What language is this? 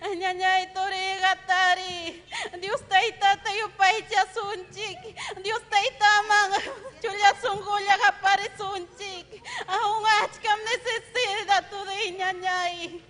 Ayacucho Quechua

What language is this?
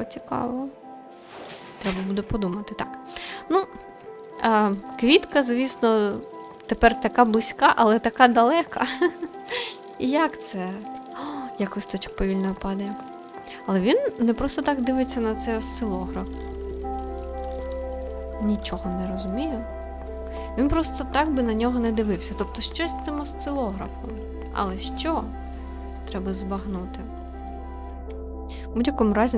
Ukrainian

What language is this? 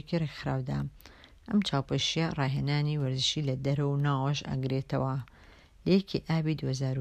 Central Kurdish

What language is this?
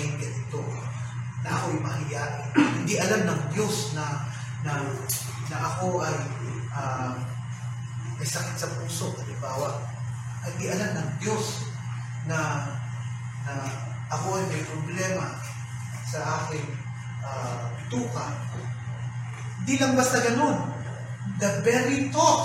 Filipino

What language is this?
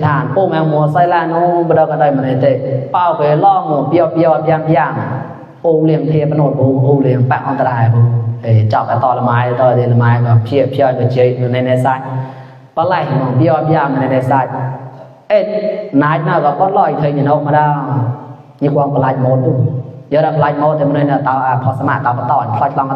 Mon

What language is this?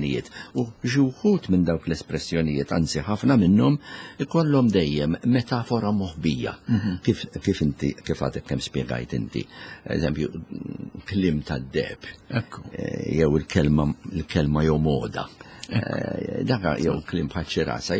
Maltese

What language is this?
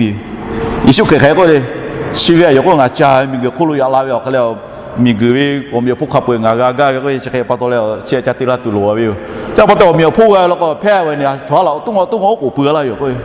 Lahu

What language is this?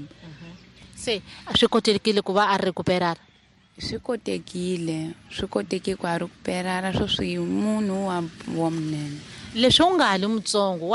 Tsonga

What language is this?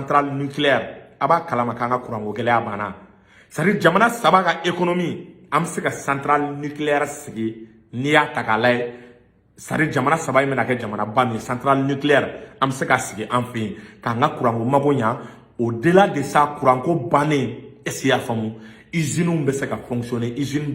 Bambara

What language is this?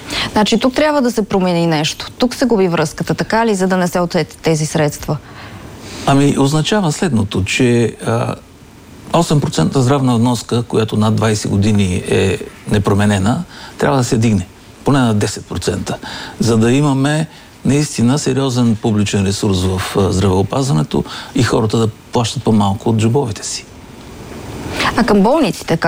Bulgarian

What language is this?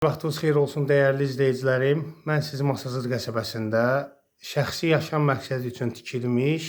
Azerbaijani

